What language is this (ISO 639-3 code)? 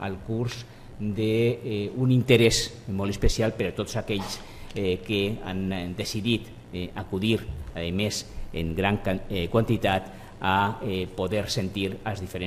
cat